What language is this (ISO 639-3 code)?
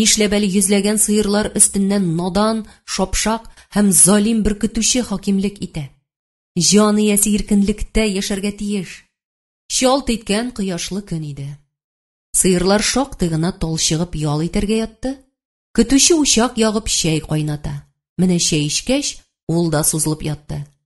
tat